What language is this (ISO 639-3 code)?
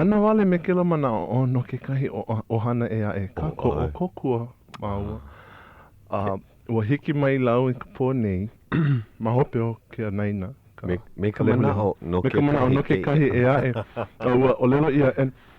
haw